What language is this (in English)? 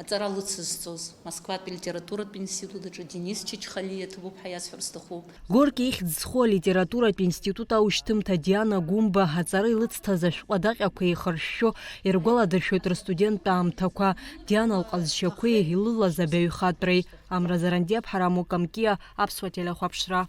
Abkhazian